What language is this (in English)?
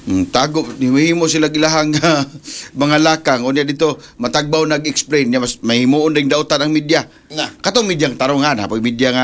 Cebuano